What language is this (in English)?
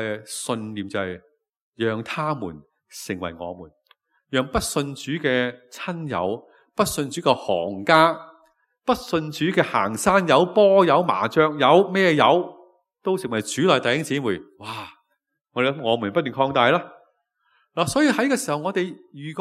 Cantonese